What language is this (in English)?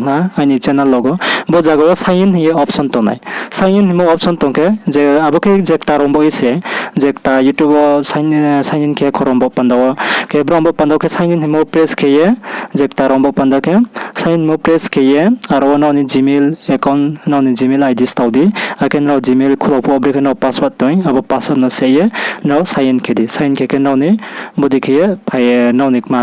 Riang (India)